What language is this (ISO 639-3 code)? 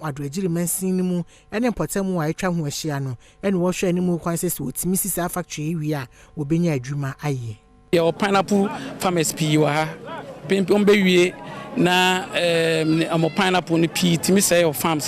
aka